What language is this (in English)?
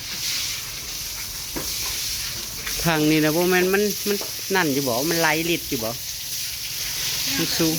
Northeastern Thai